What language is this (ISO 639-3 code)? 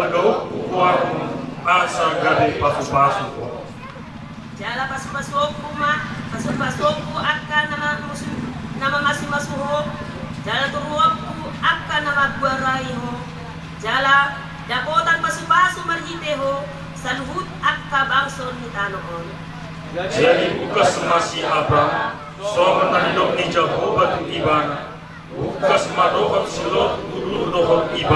bbc